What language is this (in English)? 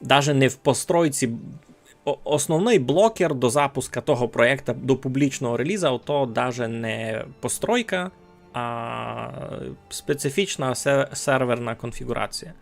Rusyn